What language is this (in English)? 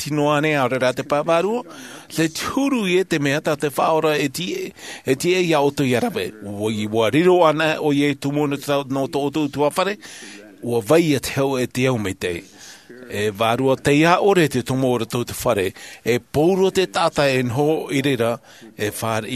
Tahitian